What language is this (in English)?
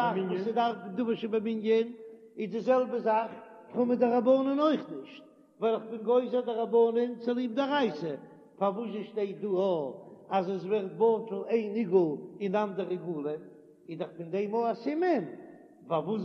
Yiddish